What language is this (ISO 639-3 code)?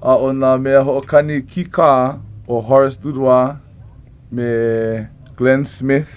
haw